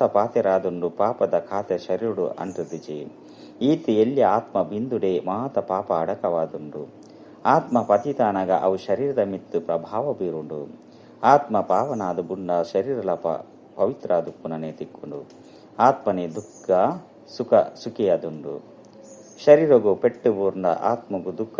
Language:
Tulu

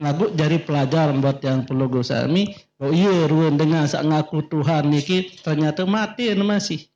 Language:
Sasak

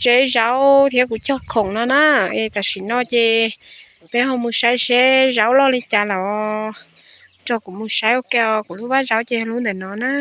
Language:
Hmong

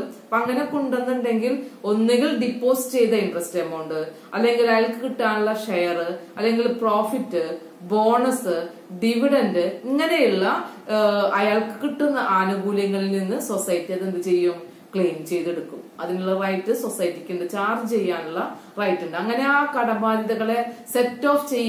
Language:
Malayalam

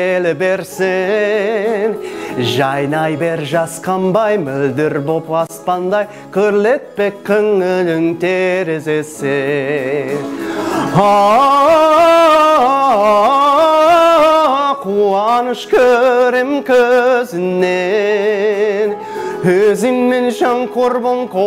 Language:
Kazakh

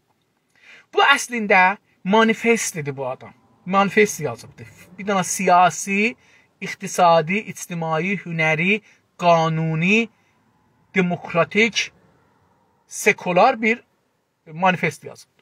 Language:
South Azerbaijani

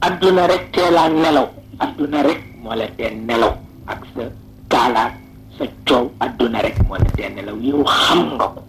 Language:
Wolof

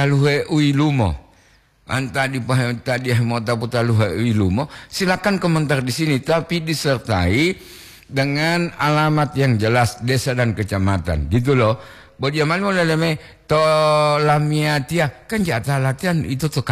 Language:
Gorontalo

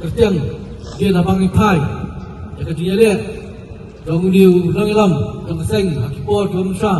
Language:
Khasi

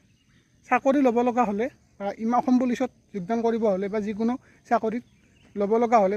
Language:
Assamese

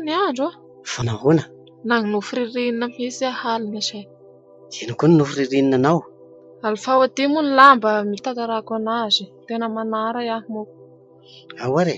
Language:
Malagasy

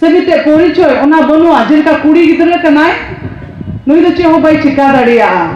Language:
Santali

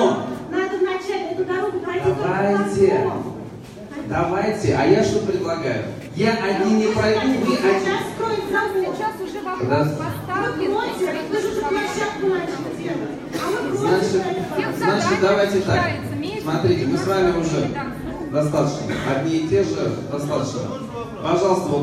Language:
Russian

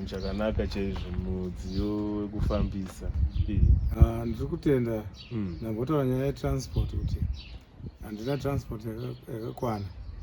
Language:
Shona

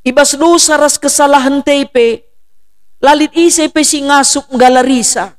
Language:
Batak Karo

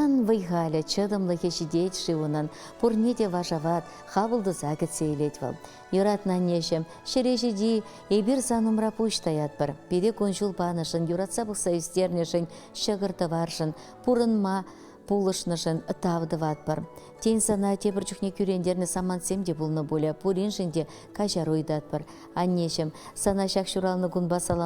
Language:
Chuvash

